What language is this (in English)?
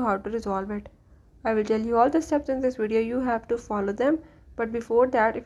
English